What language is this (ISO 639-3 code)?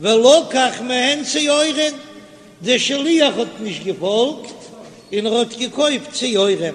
yid